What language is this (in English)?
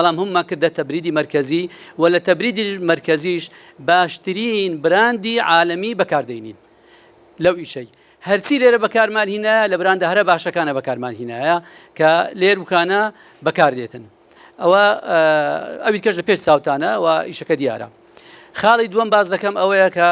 Central Kurdish